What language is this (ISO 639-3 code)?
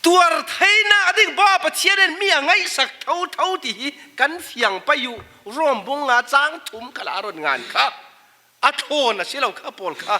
cfm